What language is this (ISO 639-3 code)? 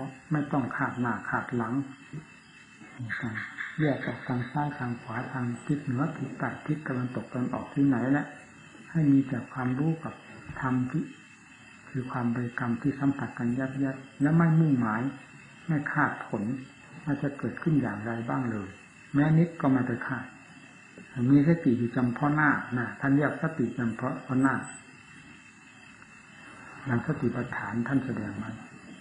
tha